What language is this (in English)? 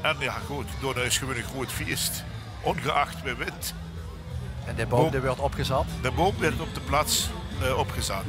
Limburgish